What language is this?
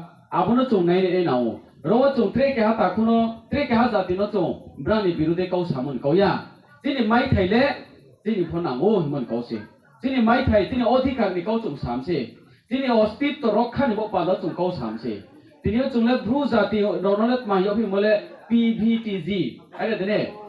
Riang (India)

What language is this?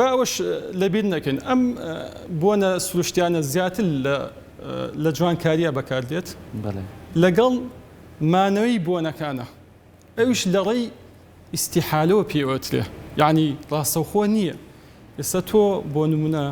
Central Kurdish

